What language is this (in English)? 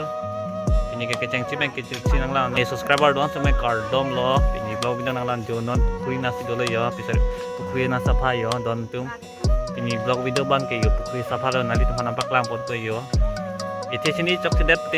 Karbi